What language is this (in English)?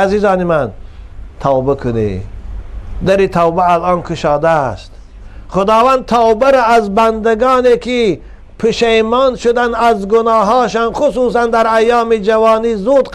Tajik